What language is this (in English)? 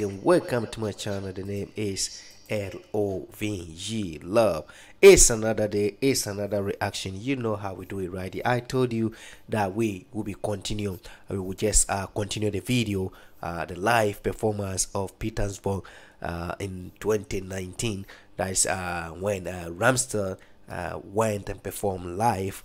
English